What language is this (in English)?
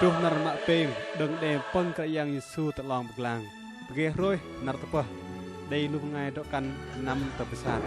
Bahnar